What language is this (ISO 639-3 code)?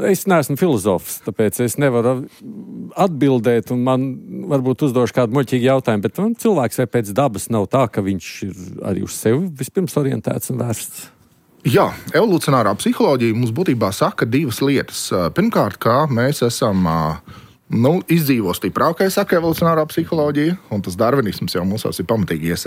lav